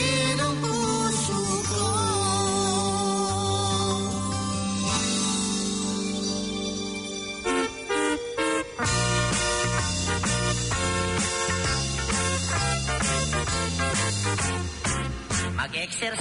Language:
Filipino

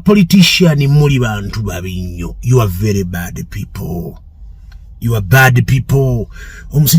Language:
Ganda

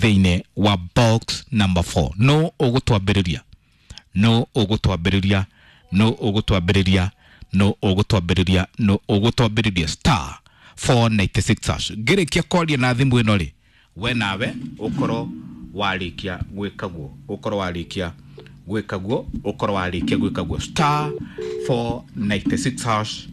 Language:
Kikuyu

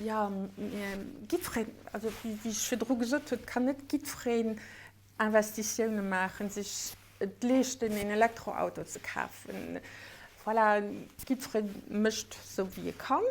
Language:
Luxembourgish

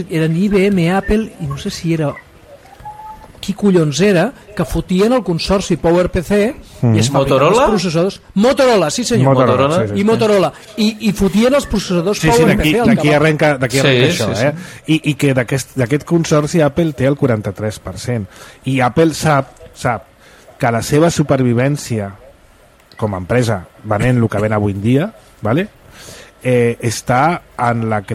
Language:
Catalan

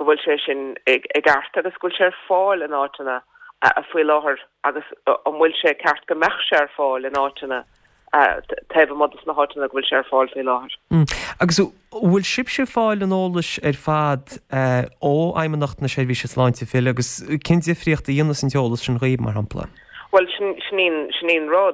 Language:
Irish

